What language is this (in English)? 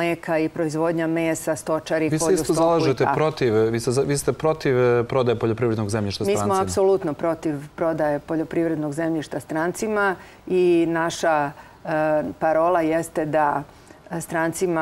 Serbian